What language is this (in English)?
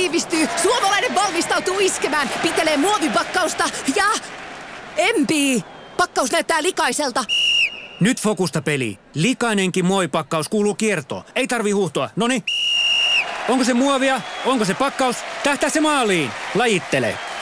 Finnish